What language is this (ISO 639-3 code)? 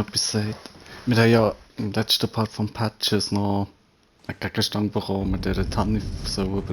gsw